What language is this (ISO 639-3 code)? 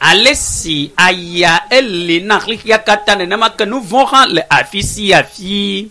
ewe